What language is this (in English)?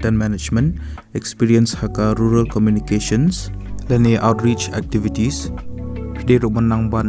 Khasi